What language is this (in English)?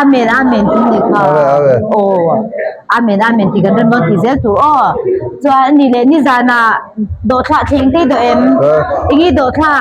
Mizo